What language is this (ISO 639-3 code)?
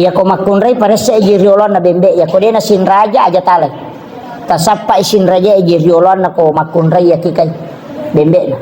bug